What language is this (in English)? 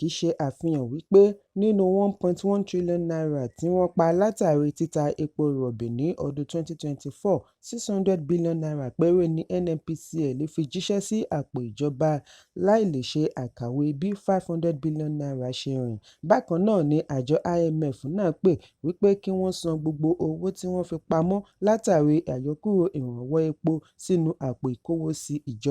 Yoruba